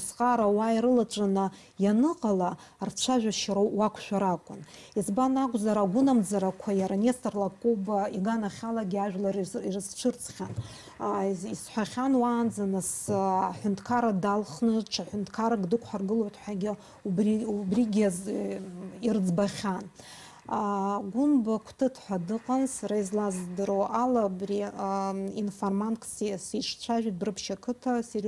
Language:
Abkhazian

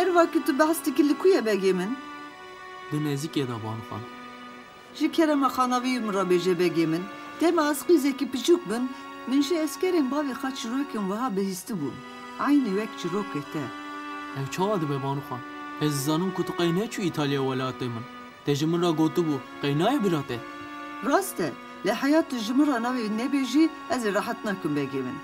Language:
Kurdish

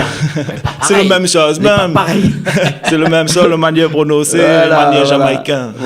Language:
Réunion Creole French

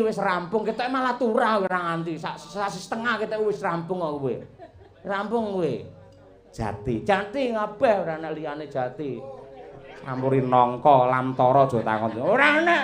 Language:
Javanese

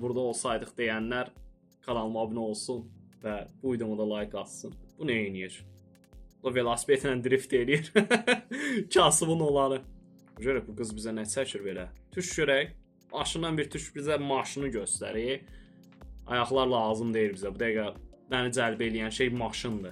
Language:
Azerbaijani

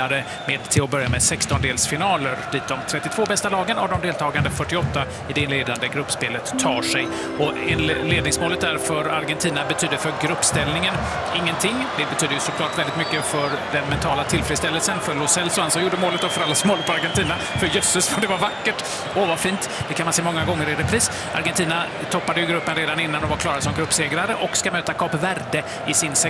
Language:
Swedish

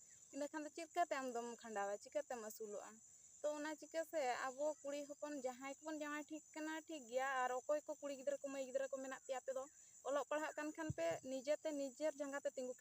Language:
Santali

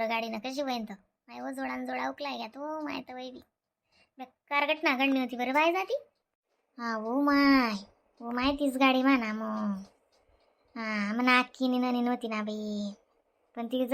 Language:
Khandesi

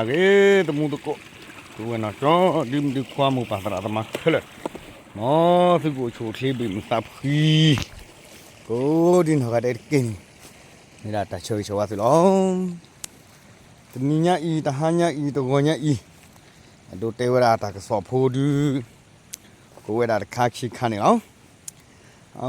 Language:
S'gaw Karen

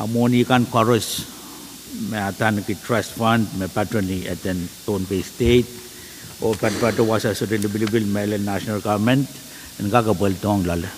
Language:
Pohnpeian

